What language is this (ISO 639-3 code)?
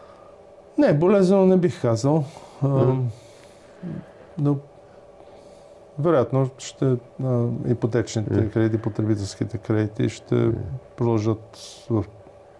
bul